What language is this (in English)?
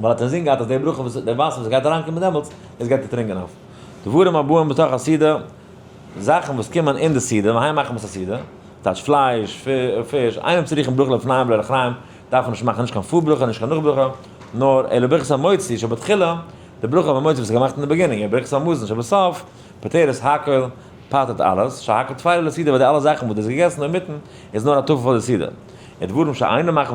Yiddish